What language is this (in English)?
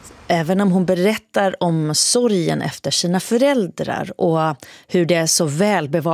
Swedish